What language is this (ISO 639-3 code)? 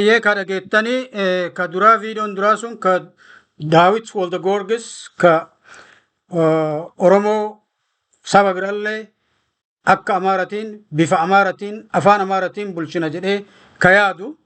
orm